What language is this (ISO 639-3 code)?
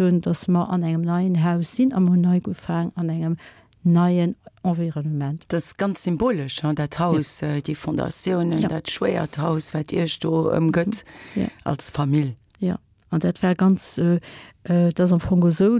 ltz